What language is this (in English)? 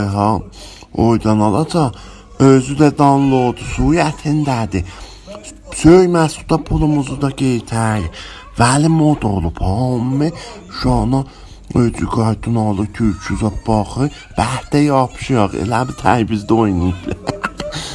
South Azerbaijani